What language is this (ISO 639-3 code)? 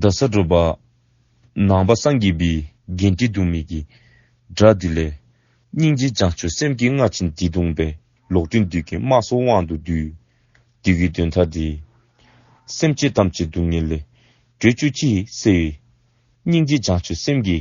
dzo